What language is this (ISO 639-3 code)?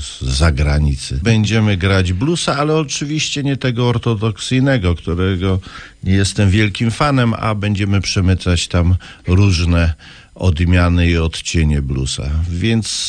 pol